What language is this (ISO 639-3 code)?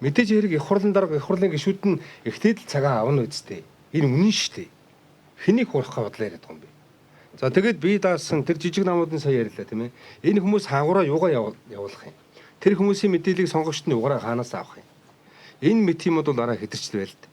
mon